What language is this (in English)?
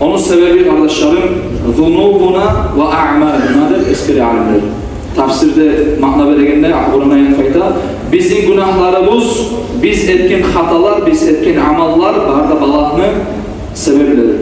Kumyk